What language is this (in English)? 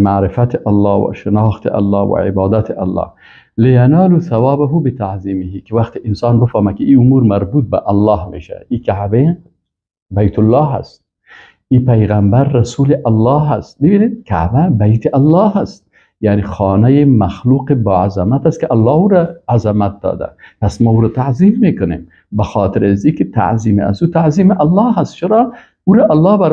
Persian